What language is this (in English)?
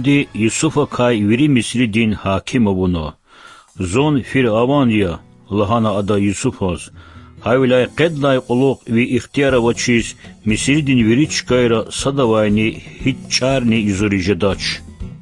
Lezghian